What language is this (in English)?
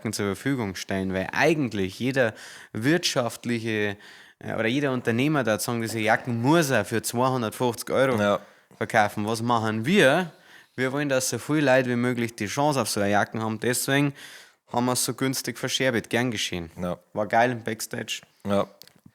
Bavarian